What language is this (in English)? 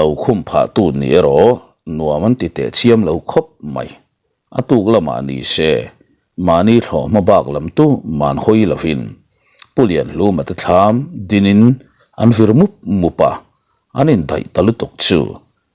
Mizo